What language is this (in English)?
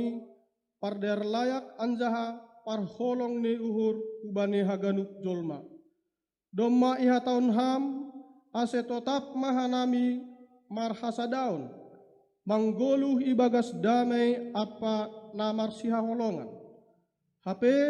Batak Simalungun